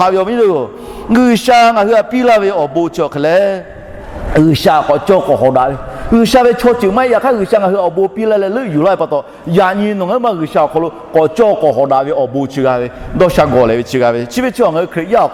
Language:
Lahu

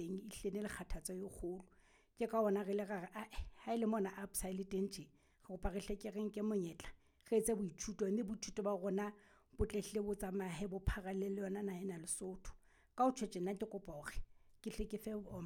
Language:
Southern Sotho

